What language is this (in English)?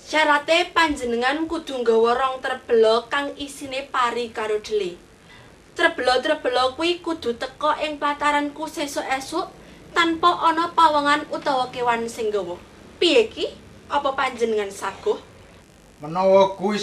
Javanese